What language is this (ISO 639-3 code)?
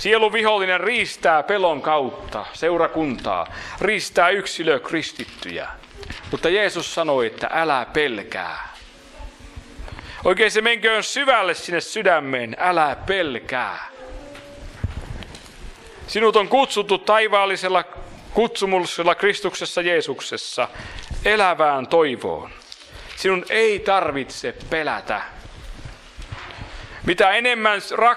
fin